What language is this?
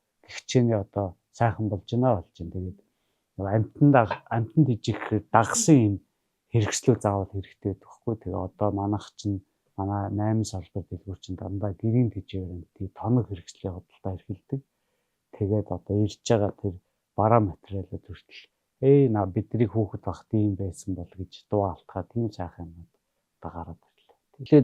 Mongolian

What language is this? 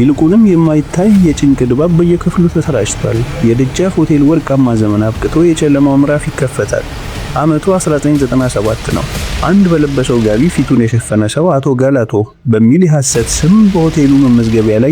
Amharic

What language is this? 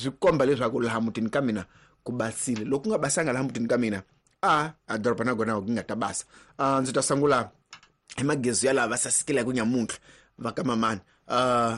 Tsonga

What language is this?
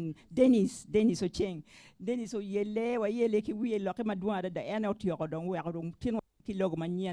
Acoli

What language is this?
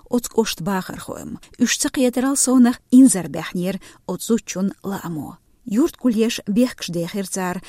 Chechen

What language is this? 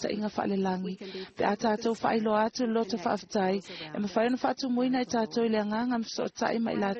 Samoan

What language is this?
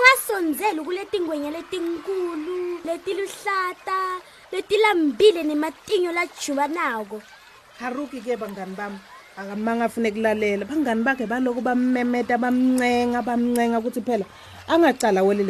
Swati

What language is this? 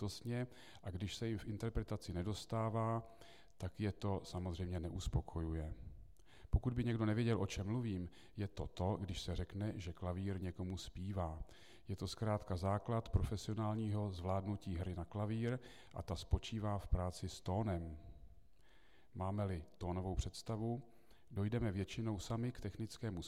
Czech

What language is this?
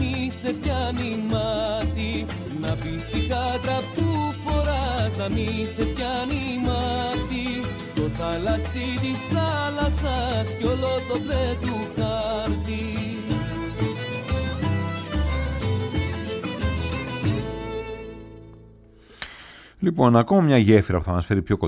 Greek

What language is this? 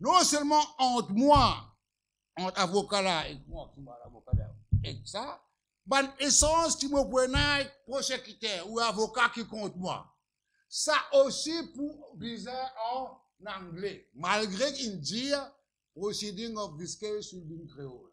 Morisyen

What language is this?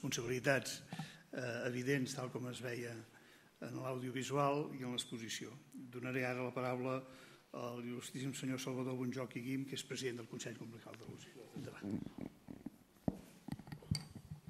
Catalan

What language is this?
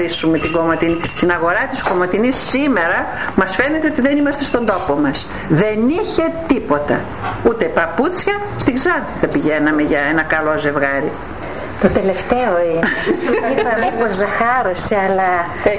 Greek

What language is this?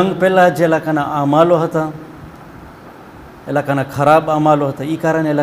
Gujarati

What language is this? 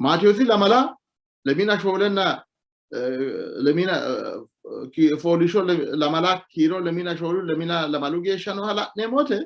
Sidamo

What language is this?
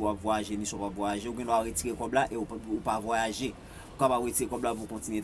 Haitian Creole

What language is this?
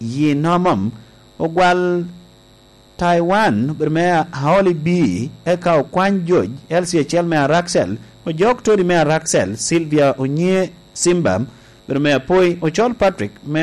Lango (Uganda)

